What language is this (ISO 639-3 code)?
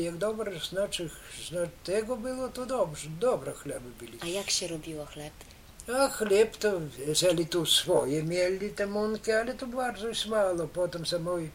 pol